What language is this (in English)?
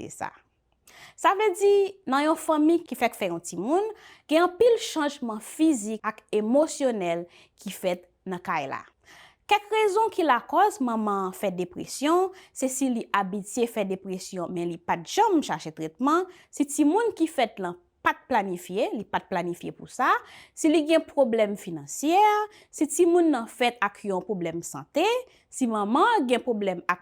Haitian Creole